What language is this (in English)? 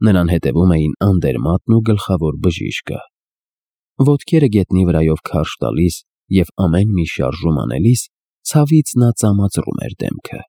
Armenian